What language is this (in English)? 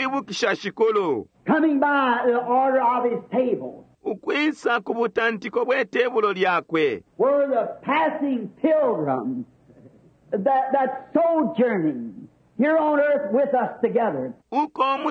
Bemba